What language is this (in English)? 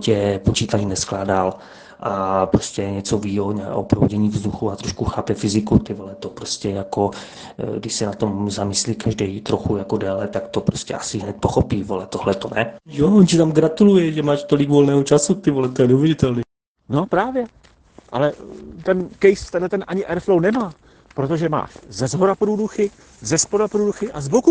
Czech